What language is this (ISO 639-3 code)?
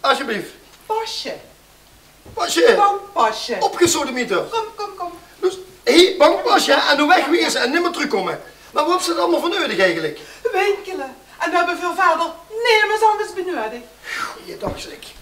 lim